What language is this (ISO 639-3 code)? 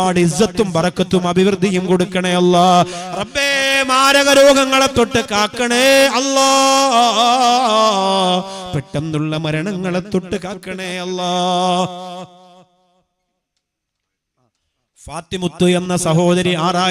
mal